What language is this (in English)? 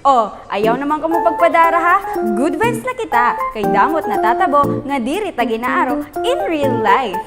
Waray